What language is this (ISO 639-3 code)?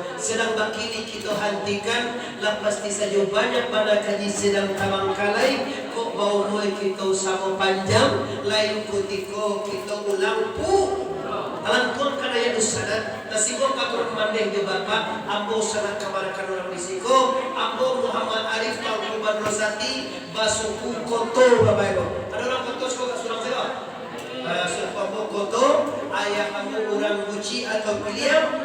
min